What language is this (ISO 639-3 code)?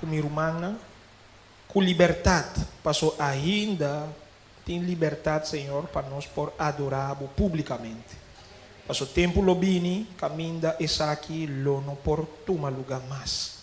pap